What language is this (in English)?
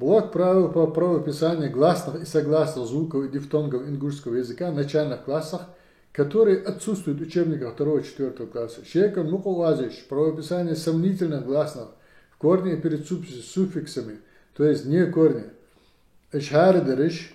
Ingush